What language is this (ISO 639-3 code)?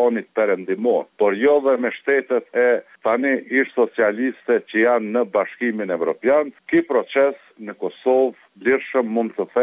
sqi